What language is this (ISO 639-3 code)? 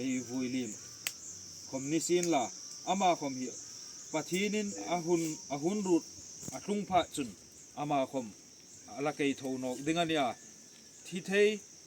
hmr